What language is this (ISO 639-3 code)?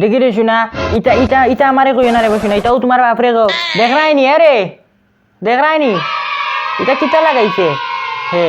syl